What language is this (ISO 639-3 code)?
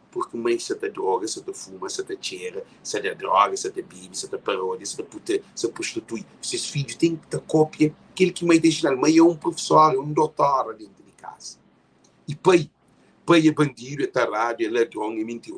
kea